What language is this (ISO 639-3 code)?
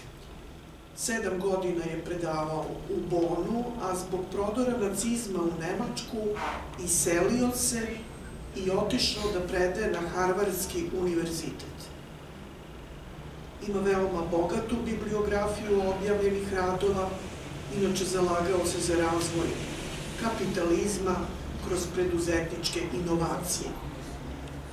srp